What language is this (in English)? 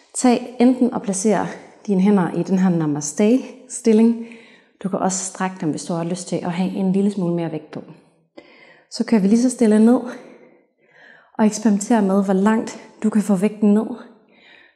Danish